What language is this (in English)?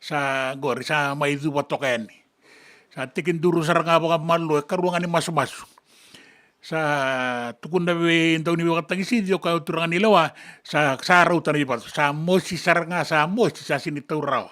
Fijian